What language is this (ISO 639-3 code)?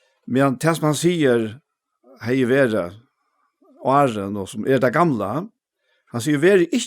fao